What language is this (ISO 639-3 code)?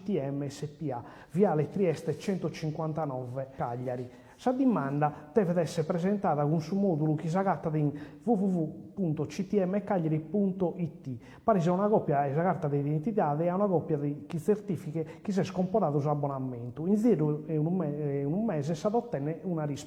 srd